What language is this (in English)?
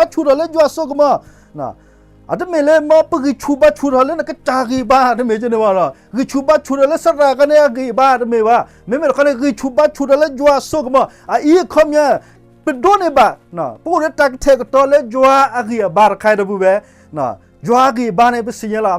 S'gaw Karen